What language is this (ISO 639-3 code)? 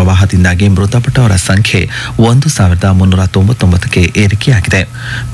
kan